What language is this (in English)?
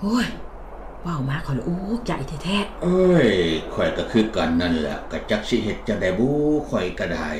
Lao